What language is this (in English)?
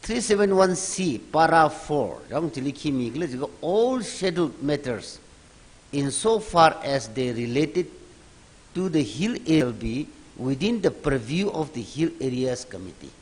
Tangkhul Naga (India)